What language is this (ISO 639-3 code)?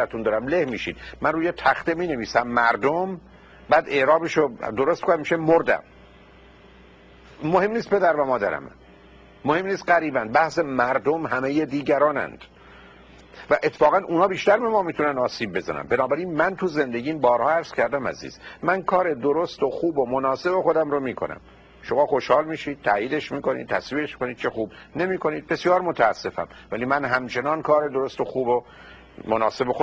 fas